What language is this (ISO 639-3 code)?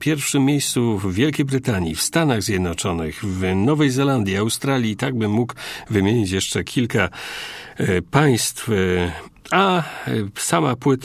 pol